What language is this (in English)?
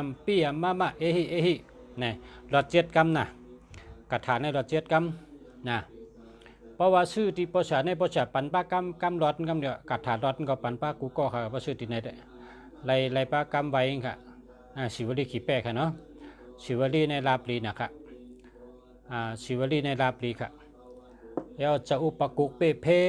Shan